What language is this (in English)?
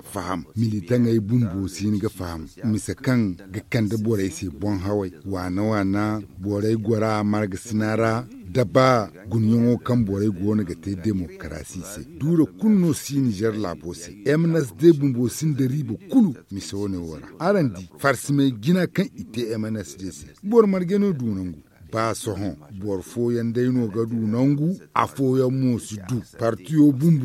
Zarma